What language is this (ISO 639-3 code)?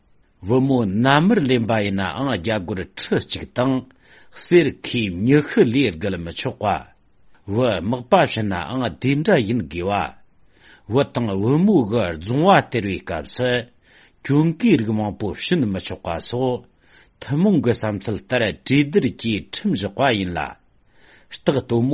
bod